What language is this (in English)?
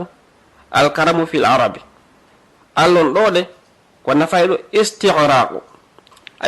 Fula